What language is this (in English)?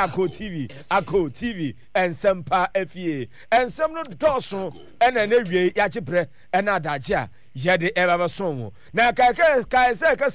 Akan